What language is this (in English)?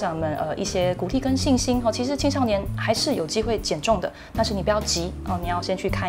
Chinese